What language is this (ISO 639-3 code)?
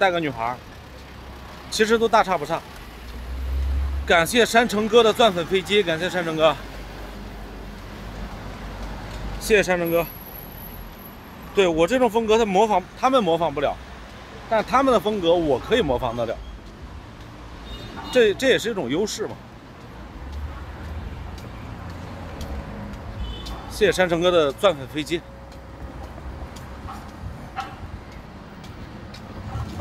zho